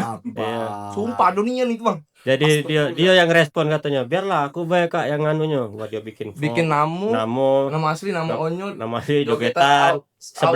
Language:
Musi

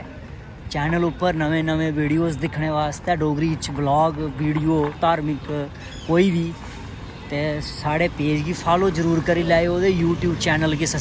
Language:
Dogri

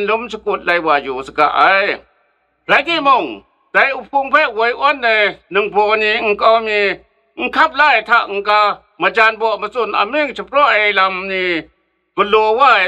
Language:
Kachin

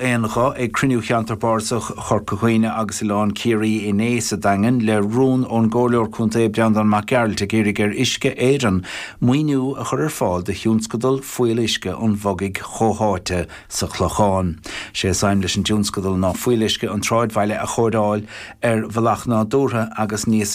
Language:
Irish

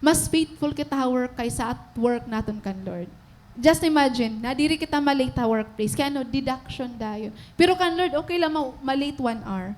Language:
Waray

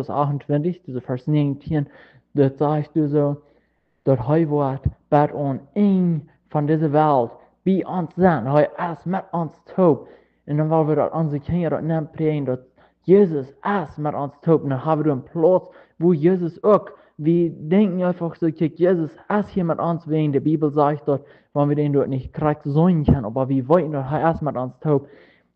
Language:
Plautdietsch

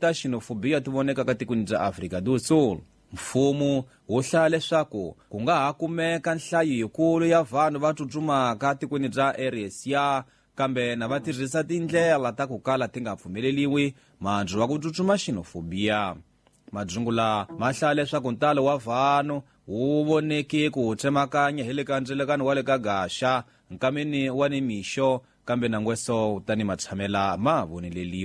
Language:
Tsonga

